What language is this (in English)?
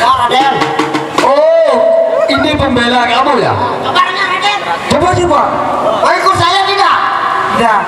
Sasak